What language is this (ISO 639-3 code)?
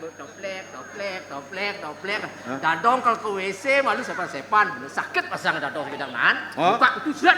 ban